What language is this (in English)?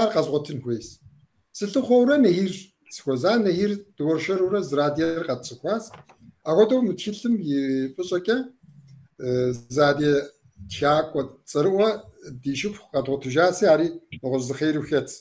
Kabardian